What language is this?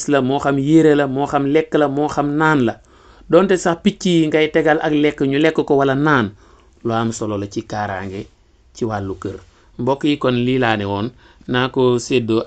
Wolof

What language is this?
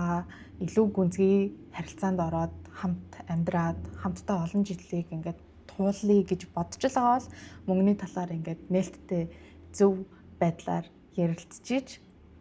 Mongolian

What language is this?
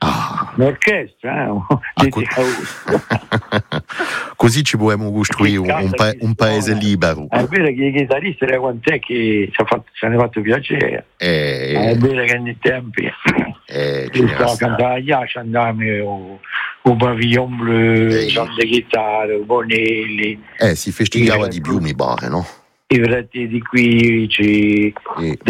Italian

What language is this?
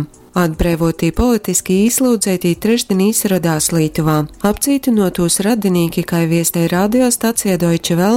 Latgalian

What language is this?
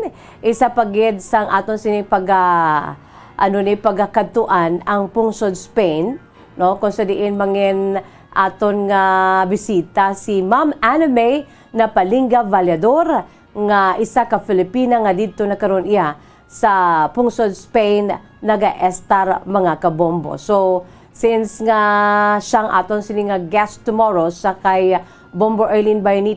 Hiligaynon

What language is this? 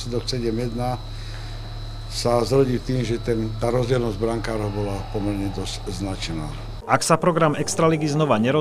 Slovak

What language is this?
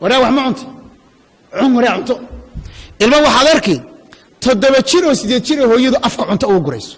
Somali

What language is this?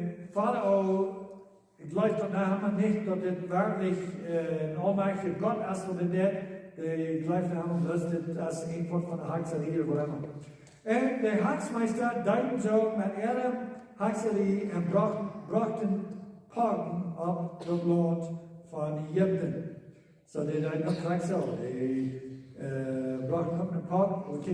Plautdietsch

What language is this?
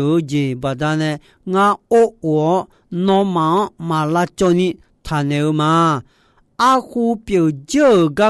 Akha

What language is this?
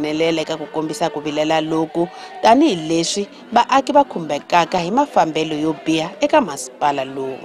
Tsonga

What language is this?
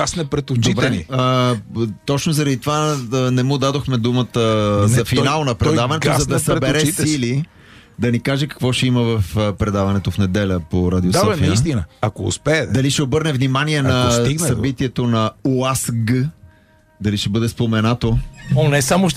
Bulgarian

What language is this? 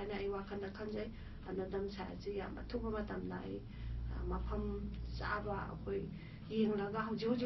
Manipuri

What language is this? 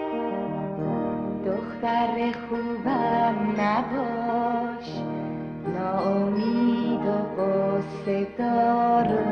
Persian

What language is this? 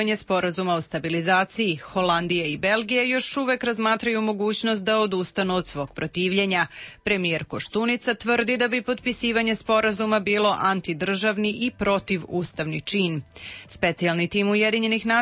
Serbian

